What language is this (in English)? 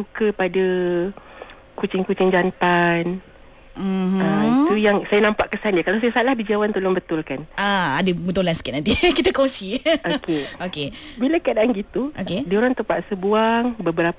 Malay